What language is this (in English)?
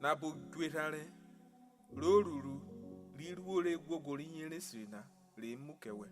Urhobo